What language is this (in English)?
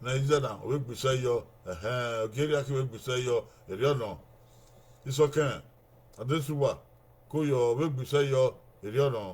Bini